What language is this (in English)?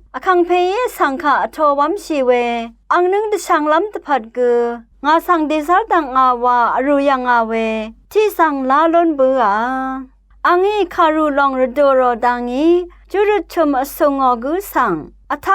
Rawang